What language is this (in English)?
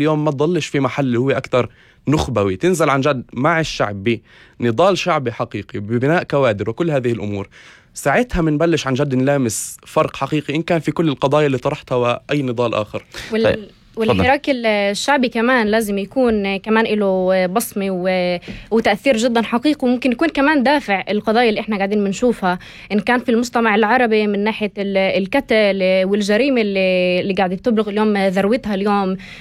North Levantine Arabic